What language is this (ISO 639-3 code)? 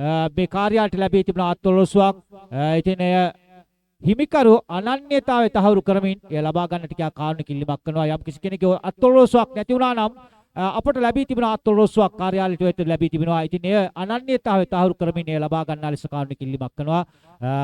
sin